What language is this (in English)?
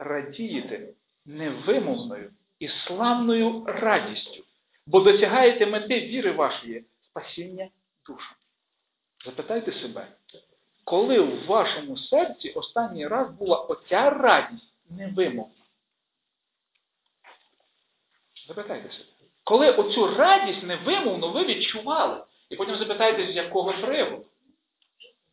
Ukrainian